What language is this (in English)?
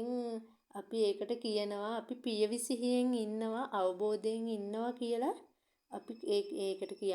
Sinhala